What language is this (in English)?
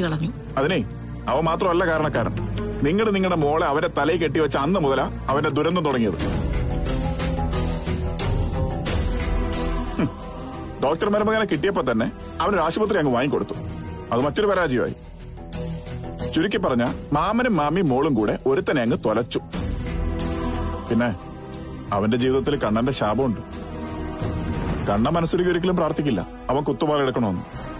Malayalam